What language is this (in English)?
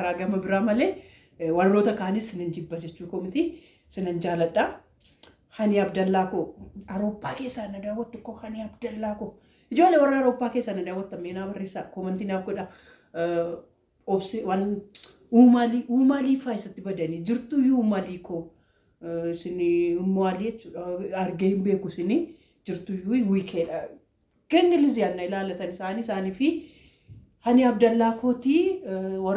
Oromo